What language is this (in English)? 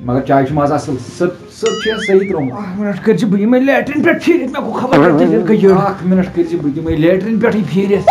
Kashmiri